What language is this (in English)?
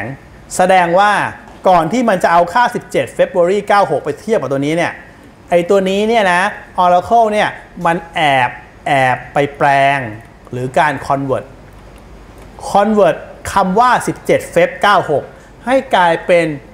Thai